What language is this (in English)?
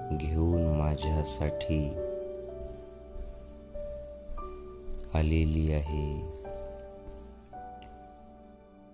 Marathi